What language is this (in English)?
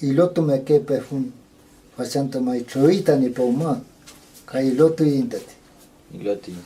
Mapuche